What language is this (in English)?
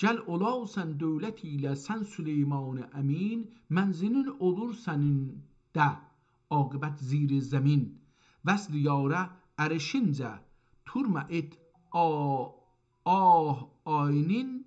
South Azerbaijani